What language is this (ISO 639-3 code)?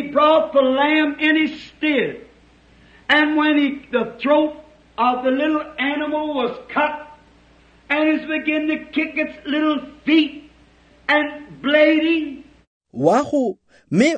tsn